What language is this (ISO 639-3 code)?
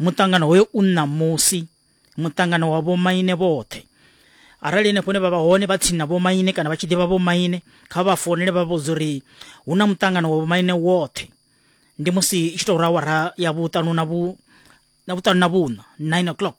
ven